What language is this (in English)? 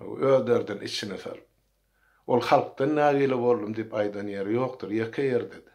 Turkmen